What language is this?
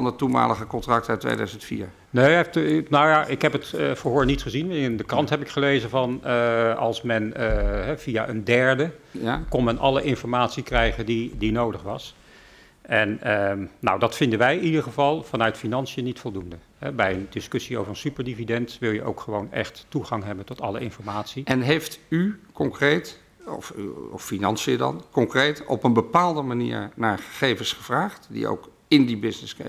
Dutch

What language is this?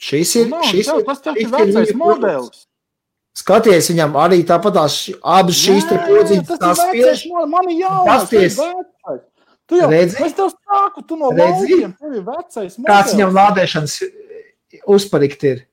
Latvian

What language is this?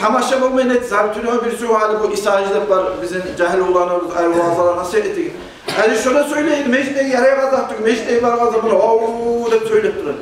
Kumyk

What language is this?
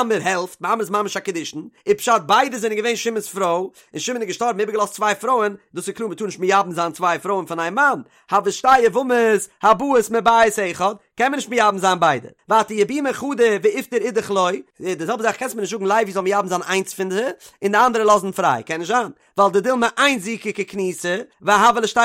Yiddish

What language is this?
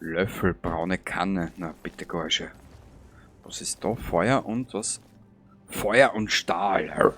Bavarian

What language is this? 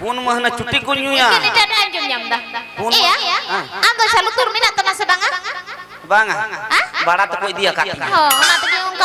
Santali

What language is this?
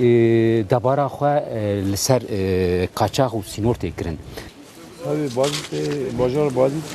Kurdish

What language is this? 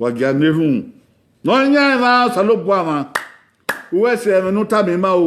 Bini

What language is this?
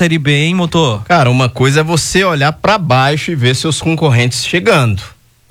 Portuguese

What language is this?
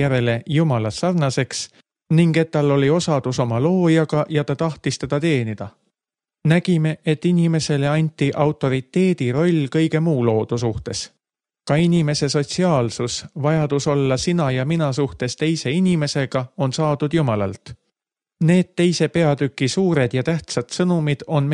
Estonian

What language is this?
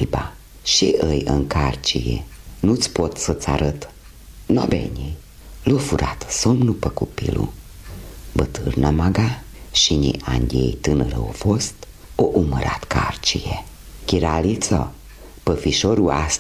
Romanian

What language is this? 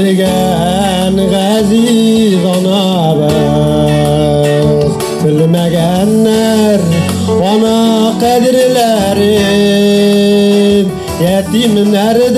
Tatar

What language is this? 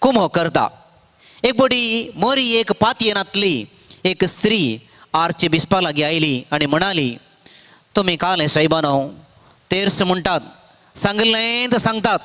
Konkani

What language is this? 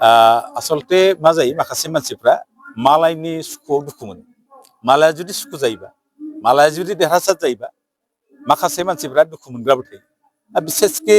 Bodo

